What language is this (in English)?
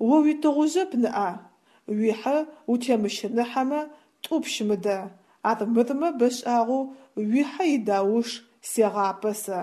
Adyghe